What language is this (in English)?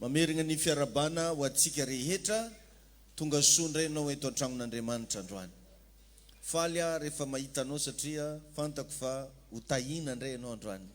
Malagasy